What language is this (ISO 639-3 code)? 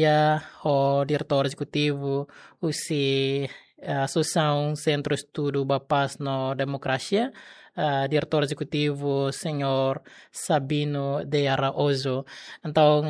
tet